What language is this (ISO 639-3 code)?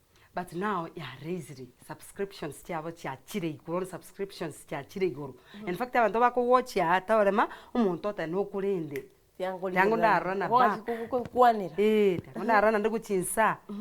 guz